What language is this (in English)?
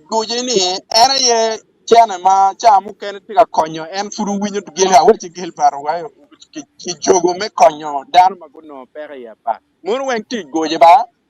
Acoli